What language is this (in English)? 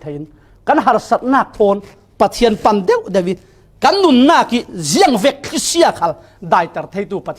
Falam Chin